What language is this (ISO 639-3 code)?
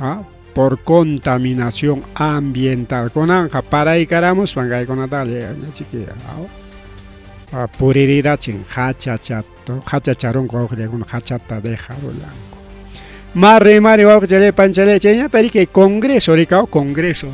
quy